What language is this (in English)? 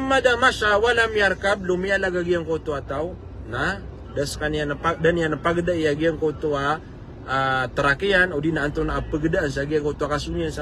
Maranao